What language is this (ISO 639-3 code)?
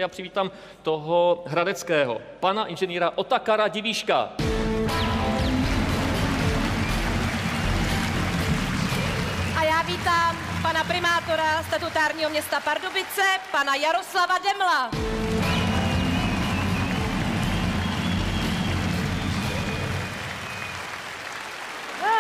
ces